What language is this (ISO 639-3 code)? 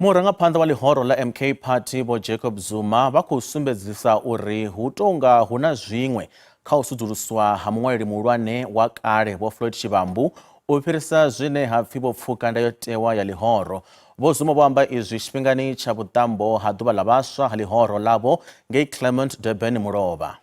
ven